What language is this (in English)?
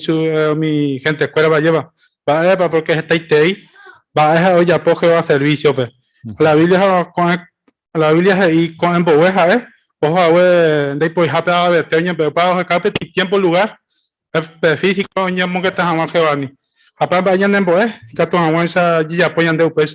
Guarani